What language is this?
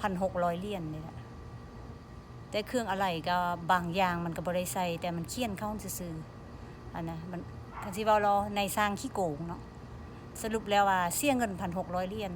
Lao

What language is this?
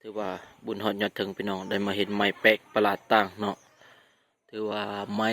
Lao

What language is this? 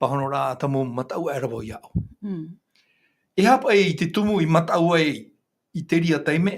Tahitian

